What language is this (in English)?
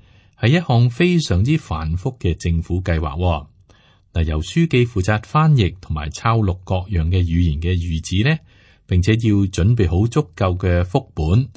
Cantonese